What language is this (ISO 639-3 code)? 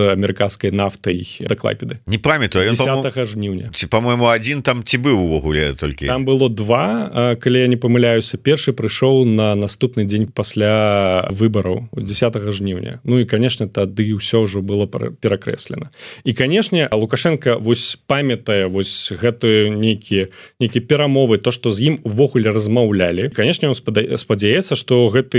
bel